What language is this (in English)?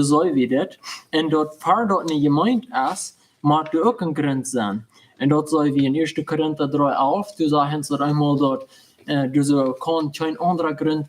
Plautdietsch